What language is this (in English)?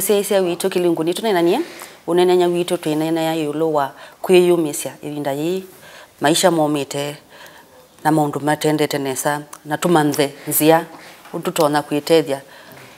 Kamba